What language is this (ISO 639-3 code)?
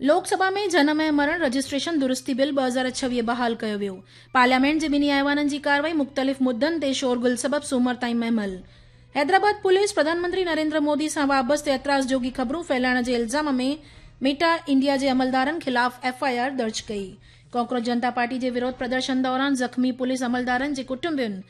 snd